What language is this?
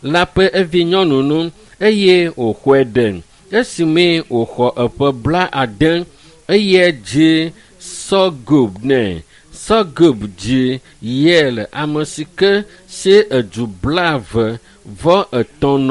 Ewe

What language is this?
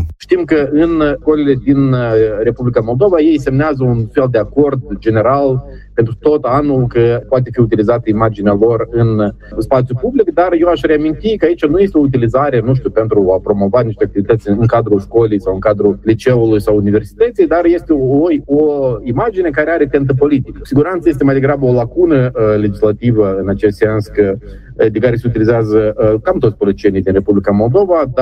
Romanian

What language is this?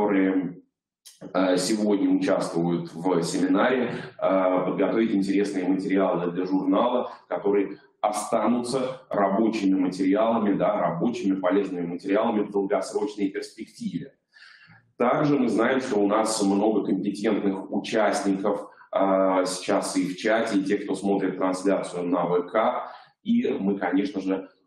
Russian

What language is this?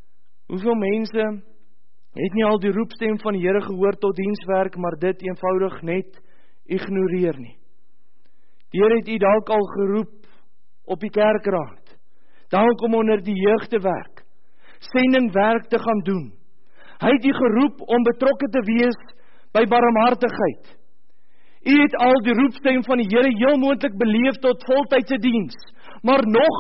Afrikaans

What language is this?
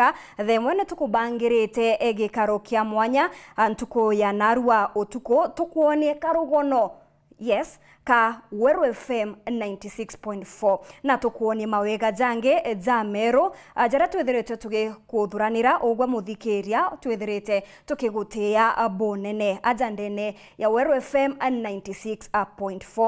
Meru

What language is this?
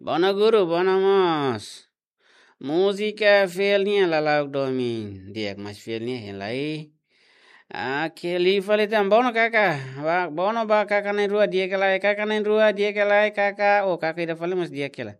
Tetum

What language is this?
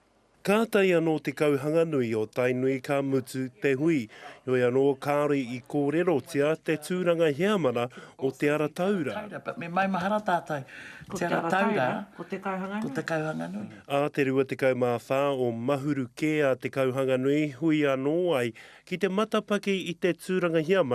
Māori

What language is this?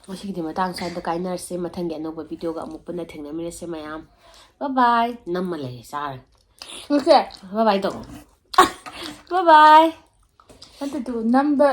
Manipuri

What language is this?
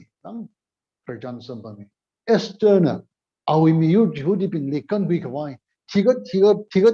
Tangkhul Naga (India)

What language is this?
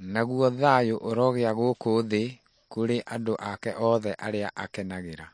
Kikuyu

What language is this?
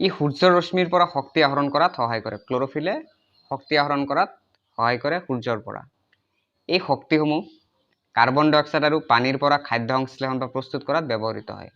Assamese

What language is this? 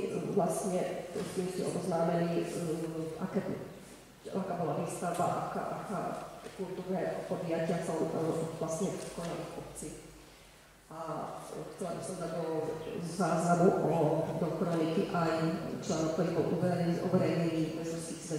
Slovak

